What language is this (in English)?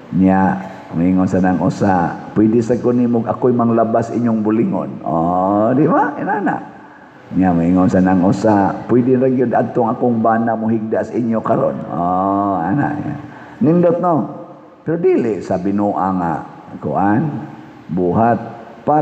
Cebuano